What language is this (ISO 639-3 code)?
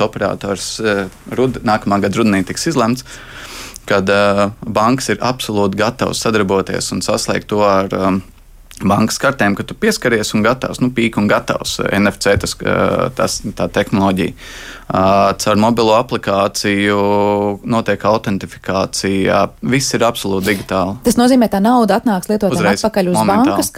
lav